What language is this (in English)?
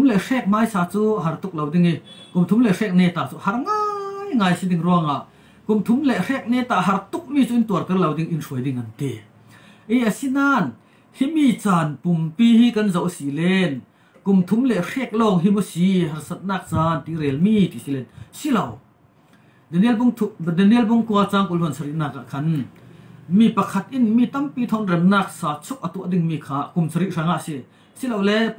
Falam Chin